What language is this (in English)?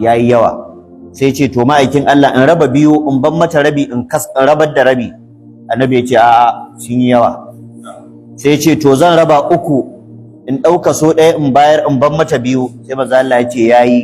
Hausa